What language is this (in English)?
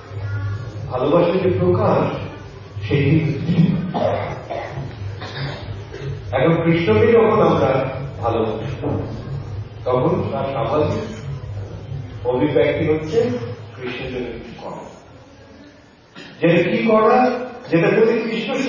Bangla